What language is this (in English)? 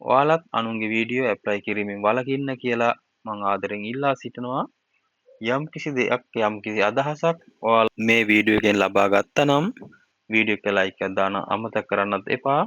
Sinhala